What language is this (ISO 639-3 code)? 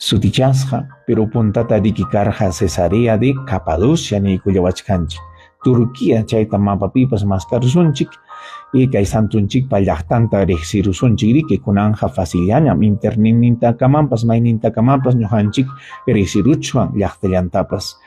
quy